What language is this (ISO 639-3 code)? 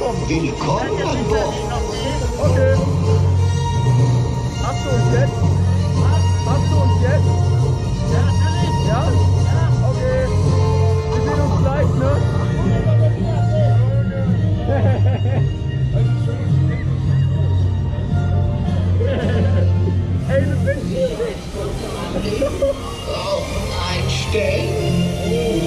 deu